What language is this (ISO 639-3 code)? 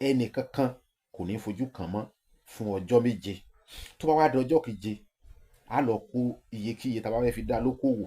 yor